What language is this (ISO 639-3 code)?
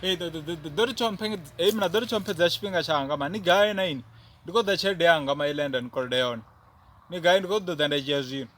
ven